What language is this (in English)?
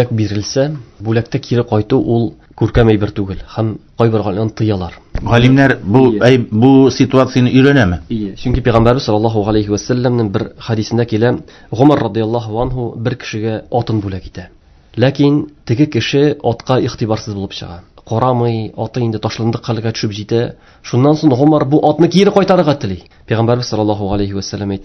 Tatar